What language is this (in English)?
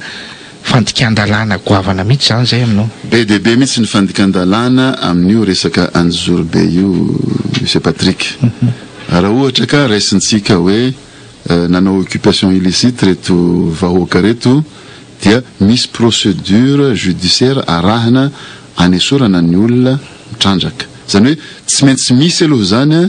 Malagasy